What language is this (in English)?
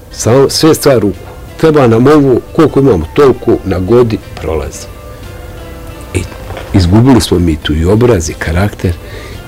Bosnian